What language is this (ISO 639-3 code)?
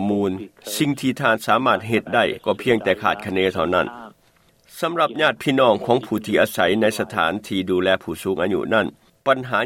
lao